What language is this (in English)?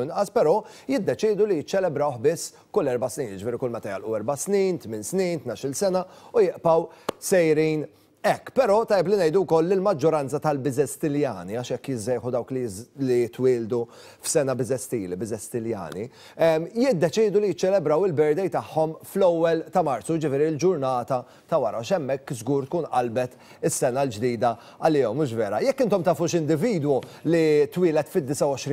Maltese